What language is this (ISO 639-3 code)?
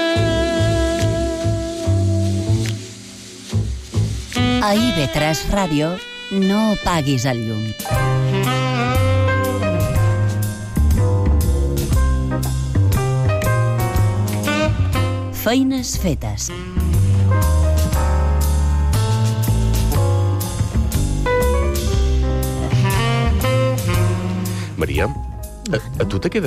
cat